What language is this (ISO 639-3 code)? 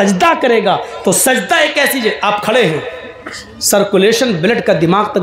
hin